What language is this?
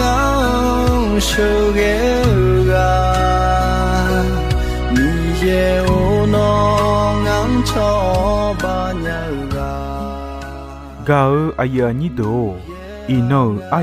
Akha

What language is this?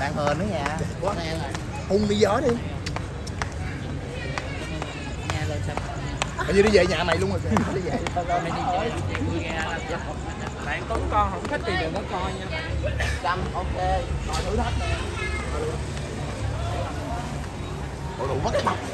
Vietnamese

